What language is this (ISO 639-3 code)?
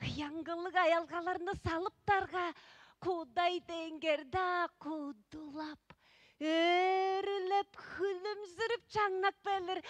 tyv